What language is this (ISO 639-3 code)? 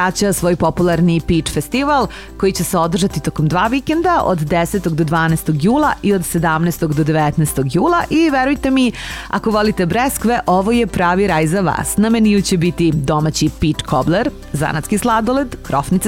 srp